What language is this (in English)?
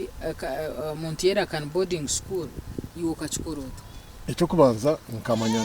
Nyankole